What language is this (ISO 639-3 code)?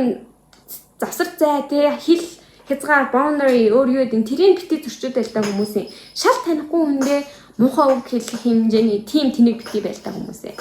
mon